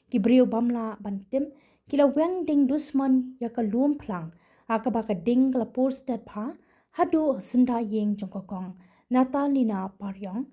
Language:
Khasi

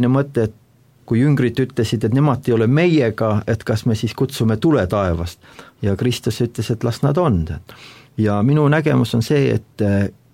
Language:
Estonian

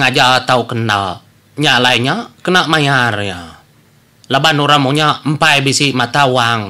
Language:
Iban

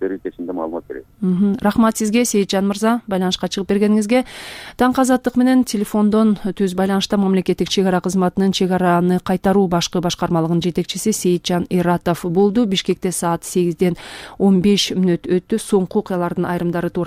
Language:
Kyrgyz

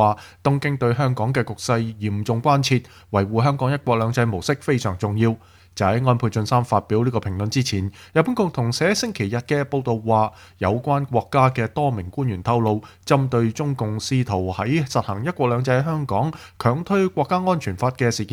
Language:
Cantonese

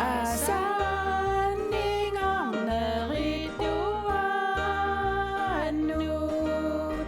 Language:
Kalaallisut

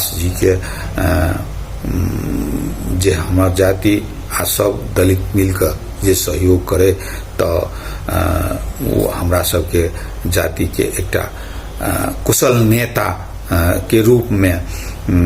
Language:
Maithili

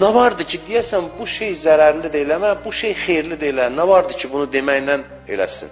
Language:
Azerbaijani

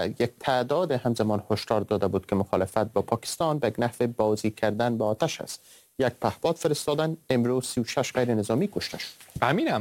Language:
Persian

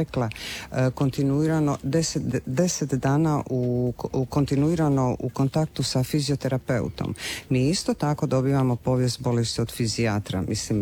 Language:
Croatian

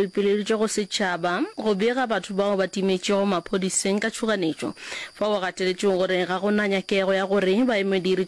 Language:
Northern Sotho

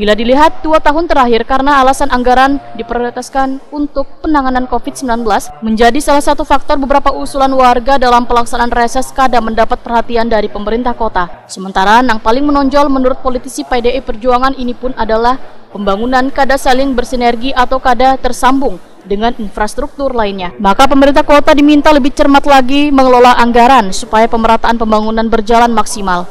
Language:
Banjar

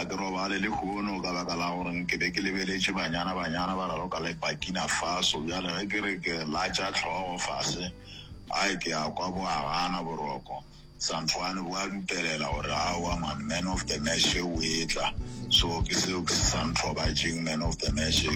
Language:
Northern Sotho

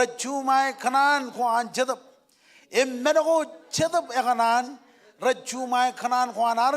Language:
Marshallese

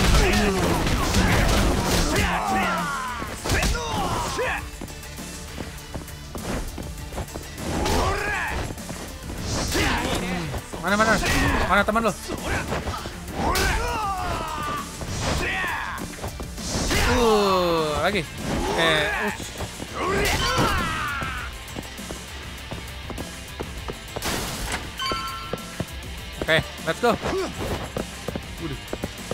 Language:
Indonesian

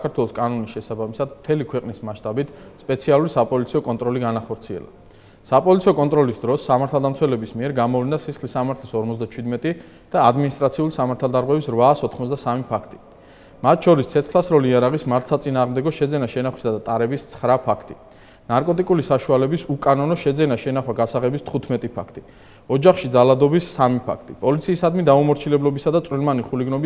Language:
Georgian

